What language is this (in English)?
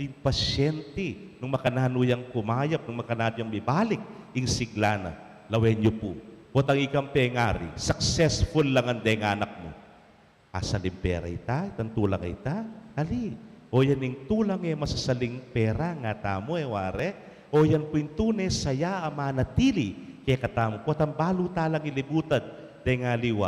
Pampanga